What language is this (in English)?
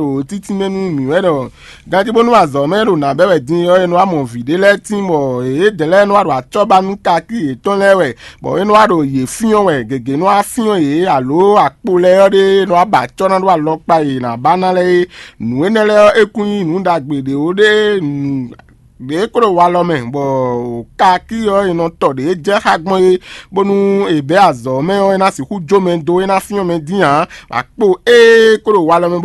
Fon